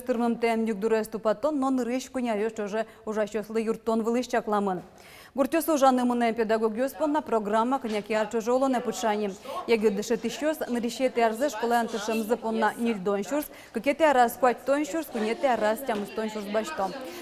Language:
Udmurt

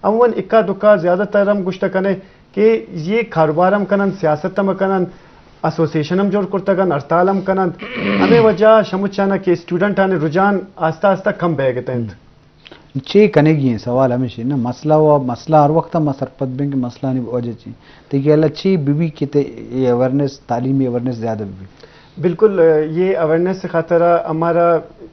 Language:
Eastern Balochi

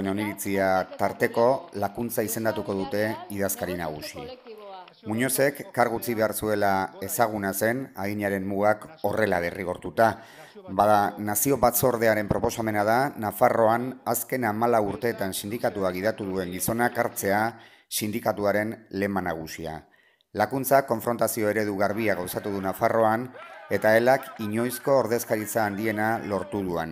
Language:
Basque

